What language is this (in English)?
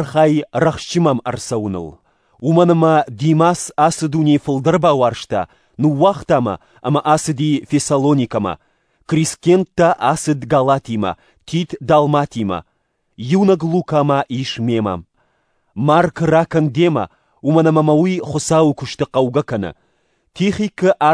Ossetic